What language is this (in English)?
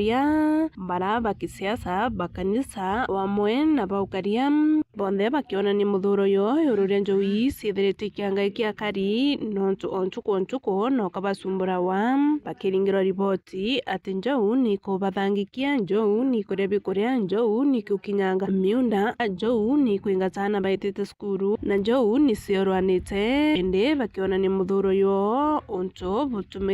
Meru